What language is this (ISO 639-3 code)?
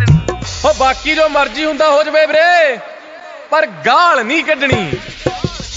pan